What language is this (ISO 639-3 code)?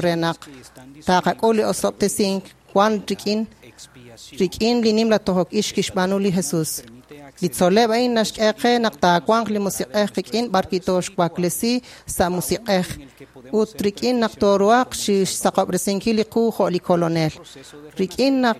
kek